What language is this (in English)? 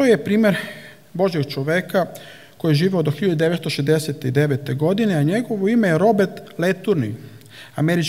Serbian